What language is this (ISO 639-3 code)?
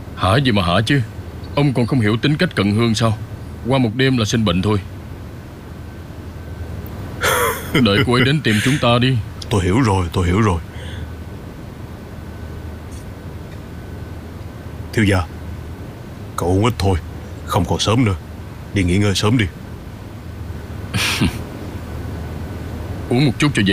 vie